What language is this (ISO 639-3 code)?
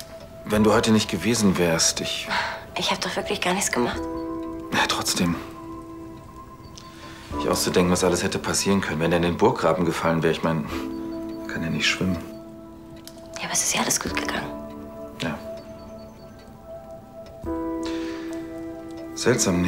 deu